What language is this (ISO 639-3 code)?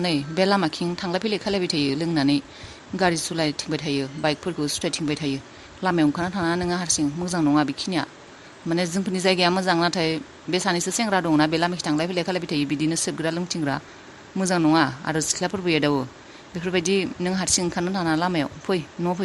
brx